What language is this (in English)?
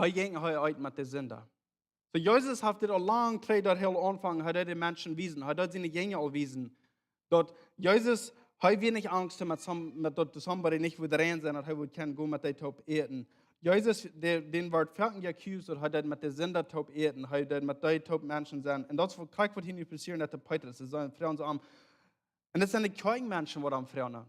Plautdietsch